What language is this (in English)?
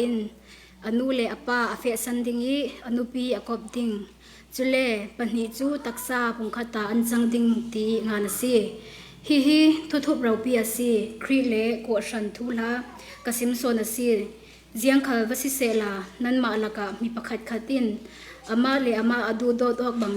Falam Chin